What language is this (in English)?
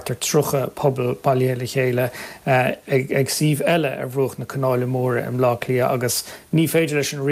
Irish